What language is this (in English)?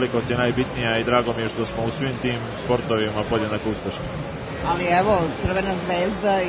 Serbian